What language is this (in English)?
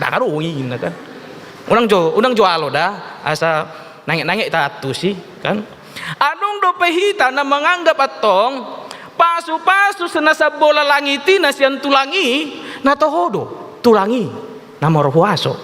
Batak Toba